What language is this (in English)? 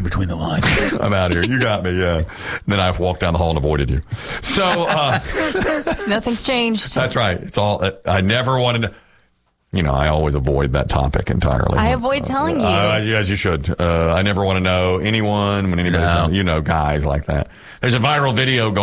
English